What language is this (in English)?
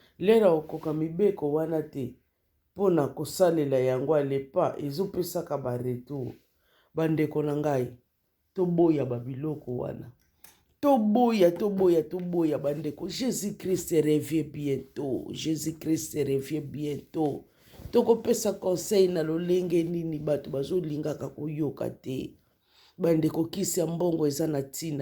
Lingala